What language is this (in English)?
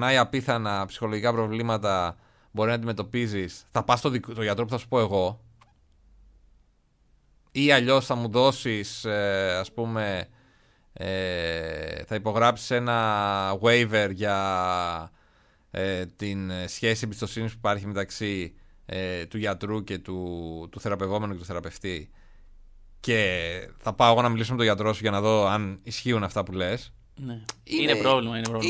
Greek